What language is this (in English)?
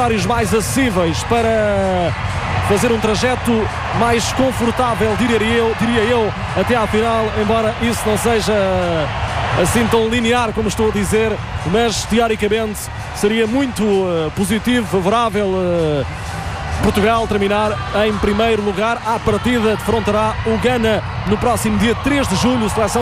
Portuguese